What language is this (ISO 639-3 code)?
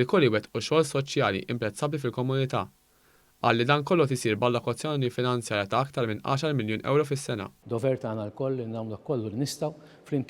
mlt